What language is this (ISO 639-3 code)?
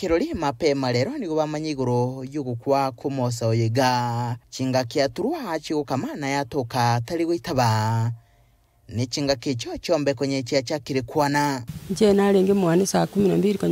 guz